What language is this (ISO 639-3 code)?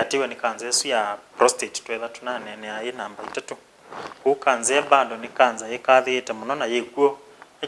kam